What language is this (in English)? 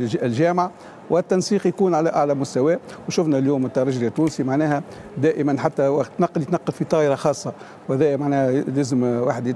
Tunisian Arabic